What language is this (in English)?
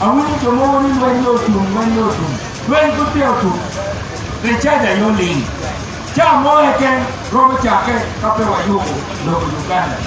Acoli